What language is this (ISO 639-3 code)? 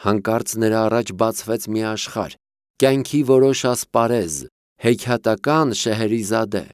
hye